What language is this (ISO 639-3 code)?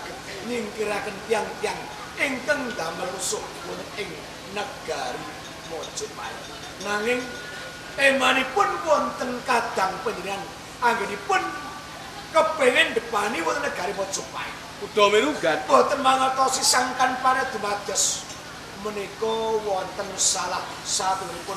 jav